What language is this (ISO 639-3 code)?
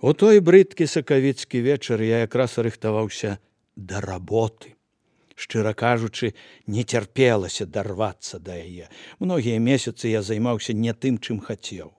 bel